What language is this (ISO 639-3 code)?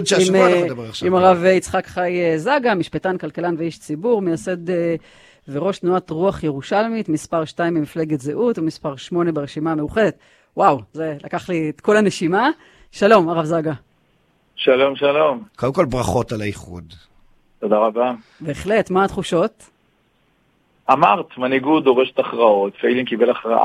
heb